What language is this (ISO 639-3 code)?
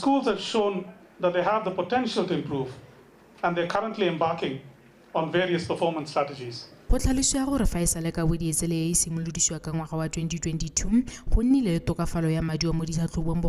tsn